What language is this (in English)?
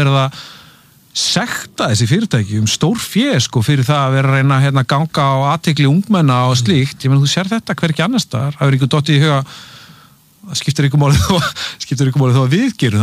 Icelandic